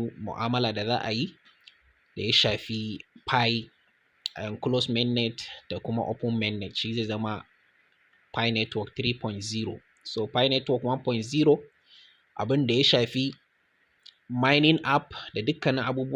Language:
Hausa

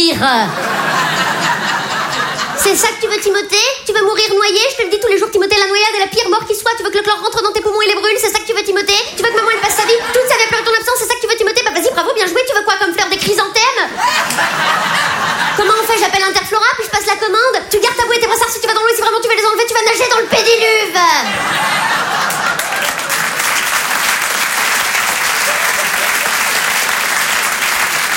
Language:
French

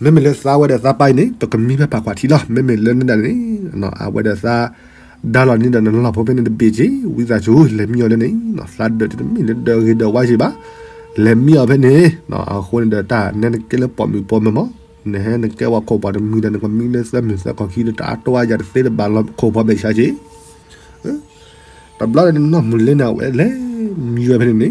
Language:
S'gaw Karen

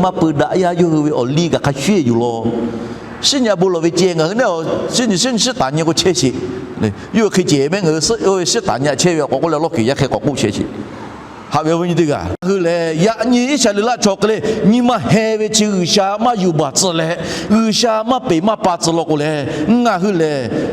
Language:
Lahu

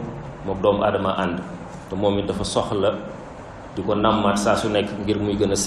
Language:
Wolof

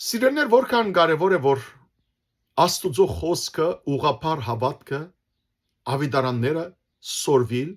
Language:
Western Armenian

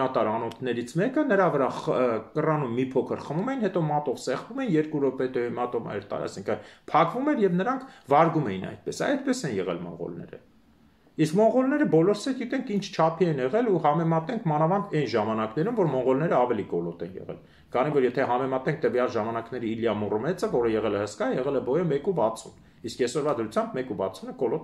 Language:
Armenian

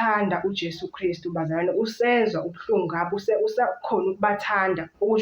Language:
Zulu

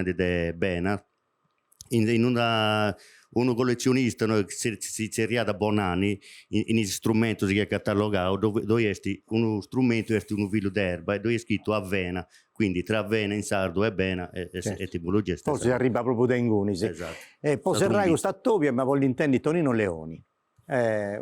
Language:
Sardinian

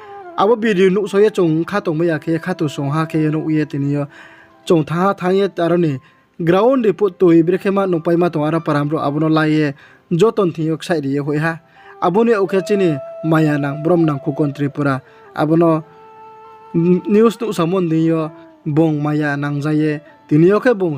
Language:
Riang (India)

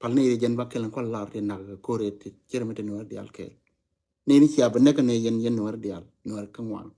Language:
Nuer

